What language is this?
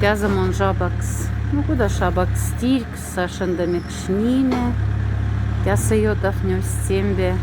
Moksha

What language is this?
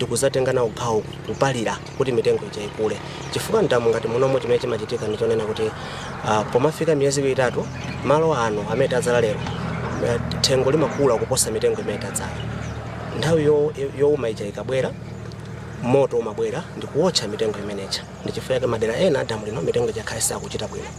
Nyanja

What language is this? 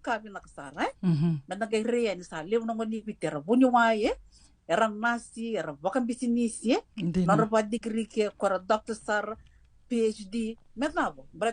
Fijian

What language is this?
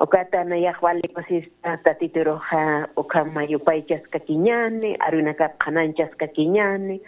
Aymara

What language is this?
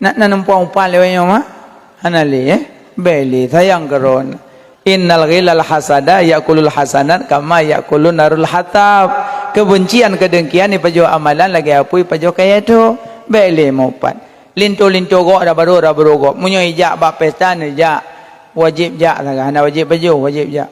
Achinese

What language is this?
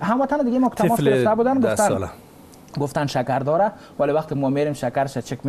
Persian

